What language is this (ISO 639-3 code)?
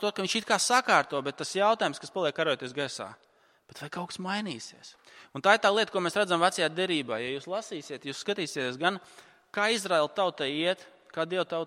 lav